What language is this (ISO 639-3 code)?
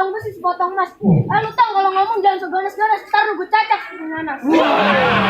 bew